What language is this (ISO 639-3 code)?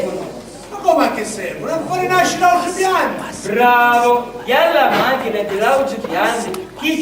scn